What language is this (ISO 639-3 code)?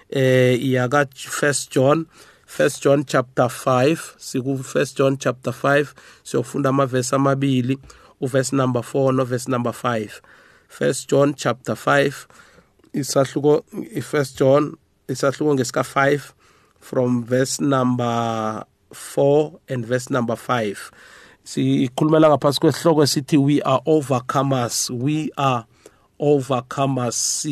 nbl